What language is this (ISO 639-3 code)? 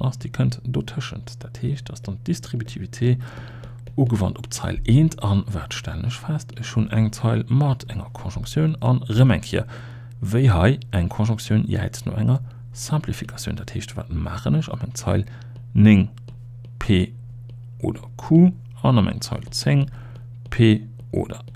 ltz